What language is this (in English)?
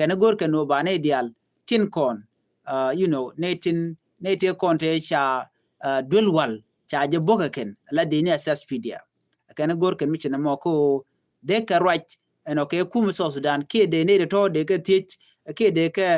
Nuer